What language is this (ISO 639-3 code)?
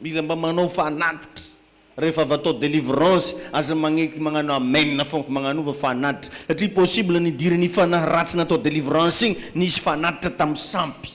mlg